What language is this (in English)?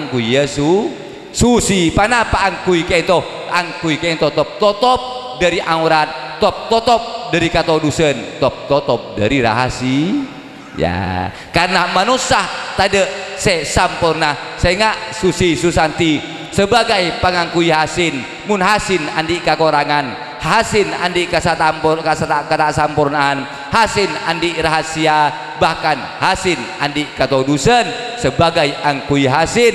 Madurese